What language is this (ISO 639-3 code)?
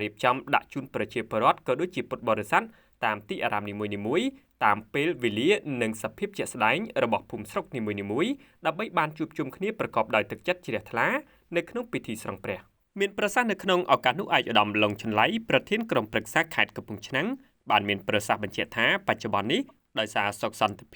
khm